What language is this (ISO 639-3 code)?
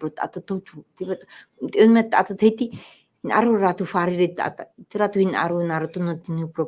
tah